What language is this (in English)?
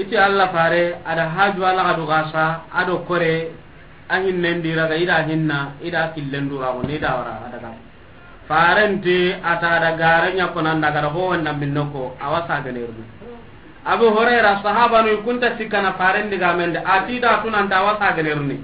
Soninke